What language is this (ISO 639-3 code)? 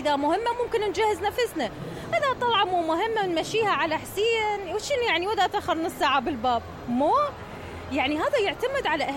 acm